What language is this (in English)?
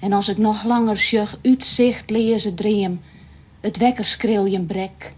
Western Frisian